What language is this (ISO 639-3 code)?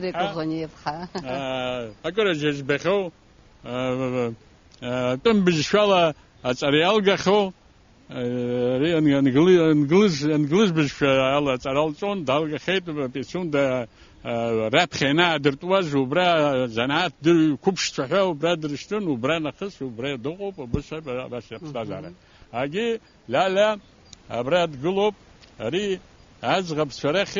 abk